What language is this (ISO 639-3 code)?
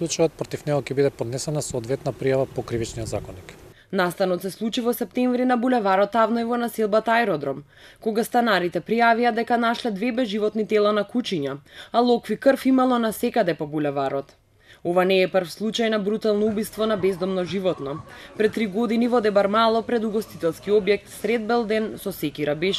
mkd